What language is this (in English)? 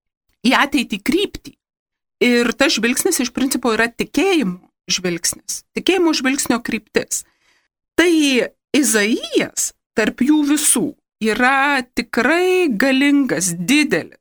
Lithuanian